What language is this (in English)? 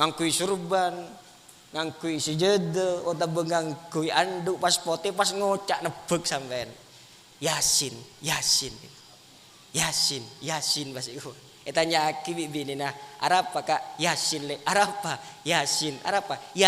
Madurese